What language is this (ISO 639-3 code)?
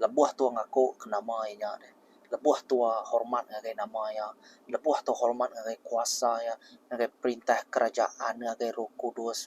iba